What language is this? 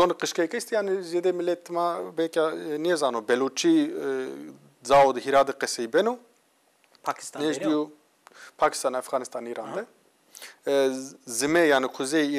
Zaza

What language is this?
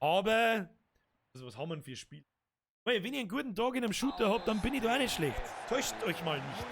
Bavarian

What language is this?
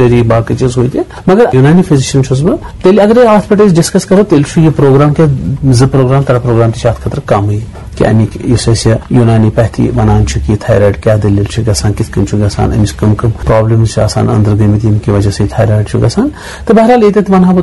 Kashmiri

